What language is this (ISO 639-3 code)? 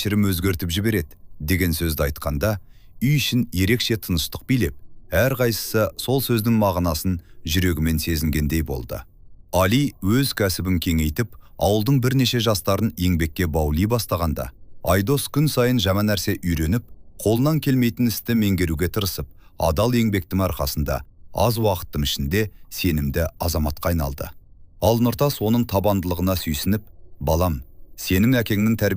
kaz